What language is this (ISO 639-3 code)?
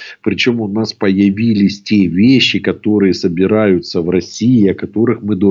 rus